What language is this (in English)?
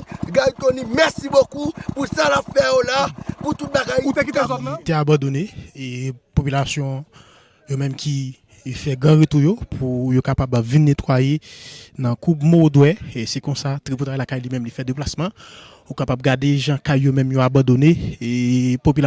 Haitian Creole